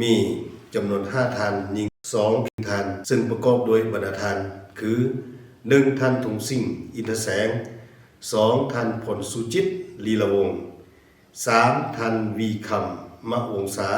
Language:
Lao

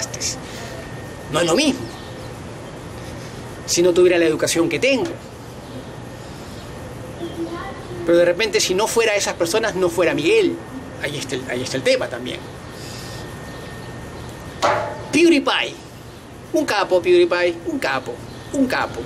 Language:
Spanish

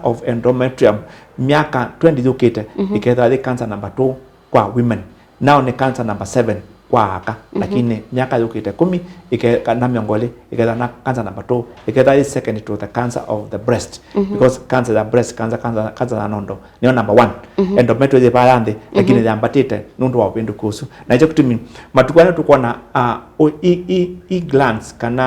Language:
Kamba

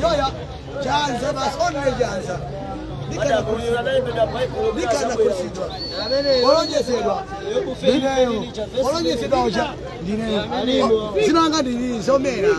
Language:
Nyanja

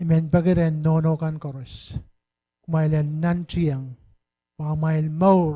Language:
Pohnpeian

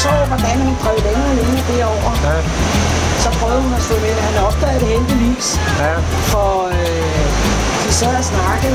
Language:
Danish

